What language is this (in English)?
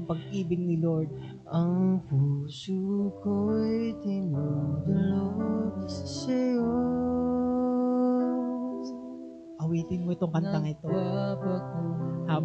Filipino